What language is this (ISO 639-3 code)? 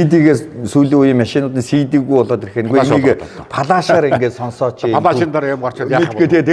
mon